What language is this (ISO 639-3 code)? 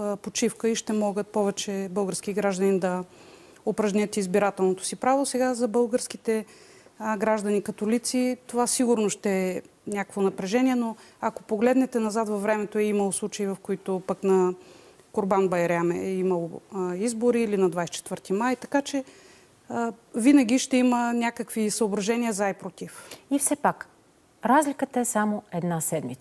bul